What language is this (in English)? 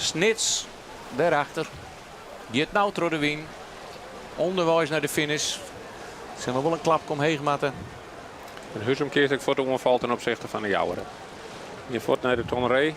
Western Frisian